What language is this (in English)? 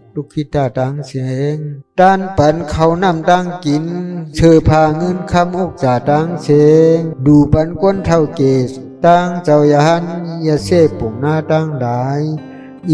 Shan